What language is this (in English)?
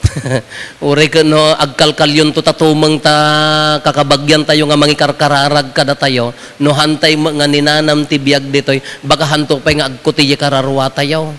Iloko